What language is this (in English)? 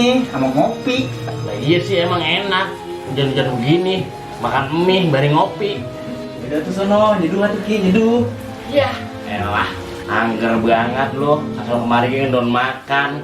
Betawi